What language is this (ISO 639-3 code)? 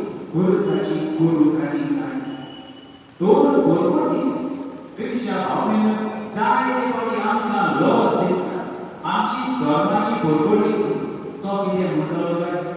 kok